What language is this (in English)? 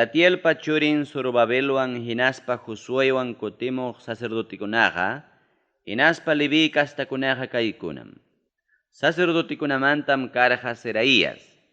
Ayacucho Quechua